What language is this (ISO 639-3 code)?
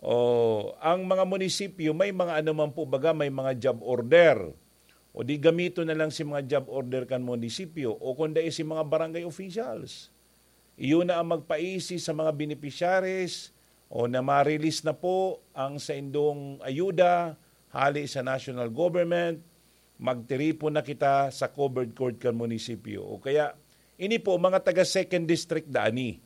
bik